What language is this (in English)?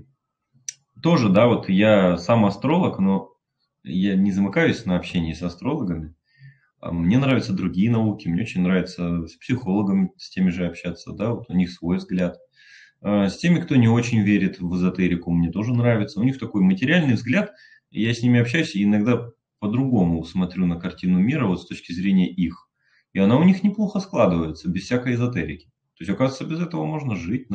Russian